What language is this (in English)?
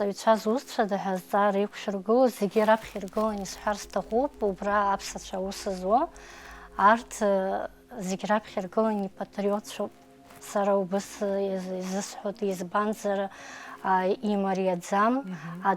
Abkhazian